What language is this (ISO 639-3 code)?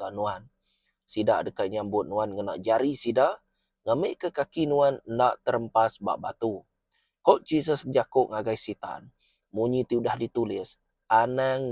iba